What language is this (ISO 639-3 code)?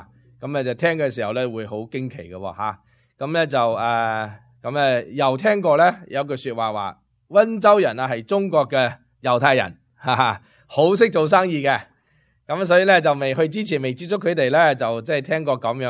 yue